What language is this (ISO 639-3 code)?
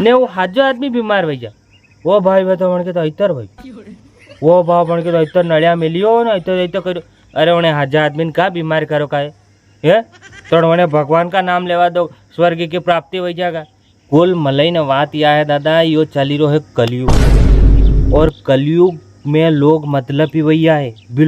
raj